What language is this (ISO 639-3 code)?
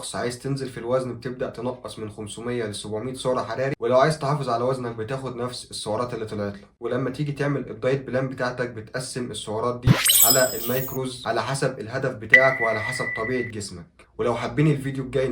arz